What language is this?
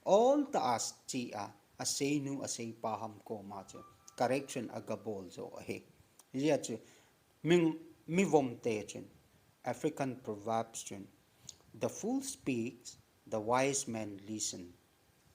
Thado Chin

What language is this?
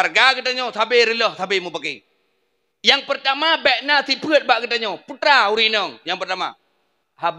Achinese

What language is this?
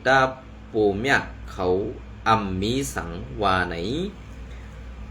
Shan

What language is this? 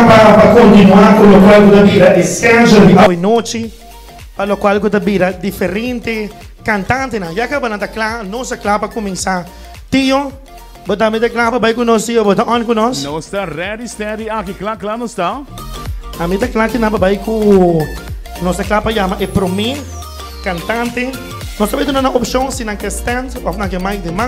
Papiamento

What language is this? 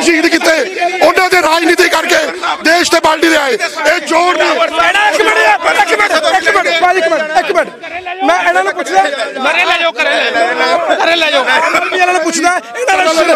Punjabi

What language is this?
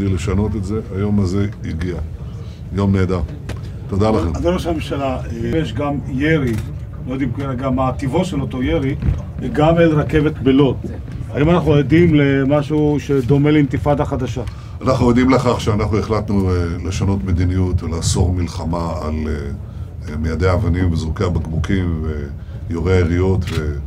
Hebrew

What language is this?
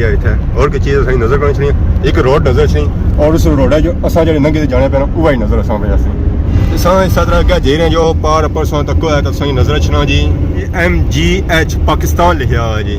Pahari-Potwari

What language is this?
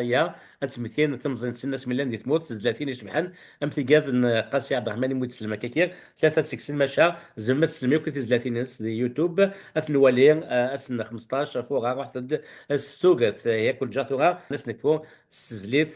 Kabyle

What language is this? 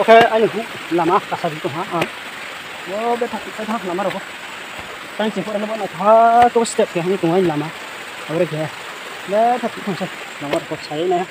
Riang (India)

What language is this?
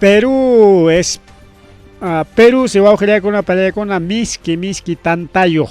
Ayacucho Quechua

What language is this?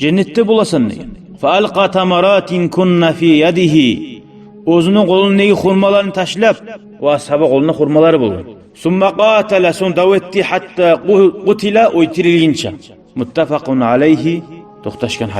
Kumyk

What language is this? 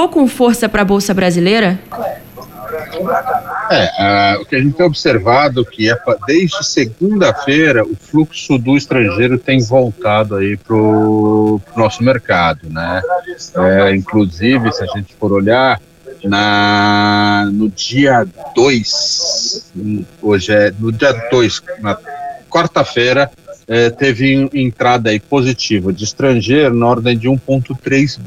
Portuguese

